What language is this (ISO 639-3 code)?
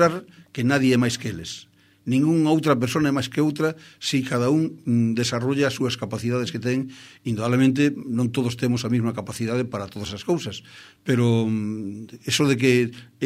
glg